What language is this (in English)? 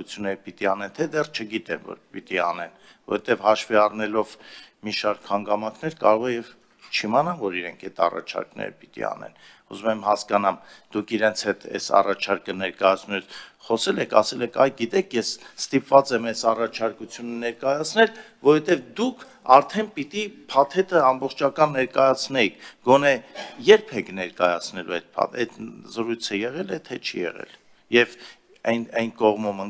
Armenian